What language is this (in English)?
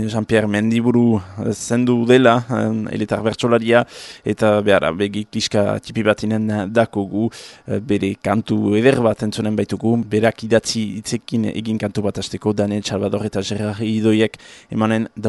Basque